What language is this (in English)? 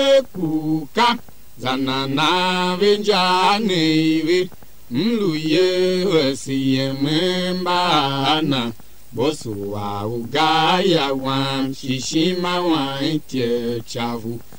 Tiv